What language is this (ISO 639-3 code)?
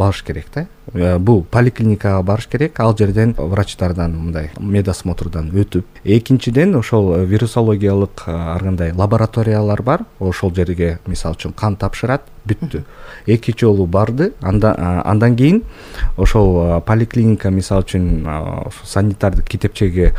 kir